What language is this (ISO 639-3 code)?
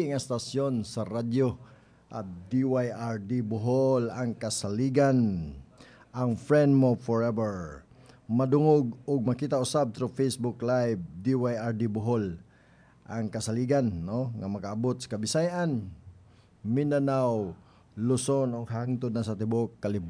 ceb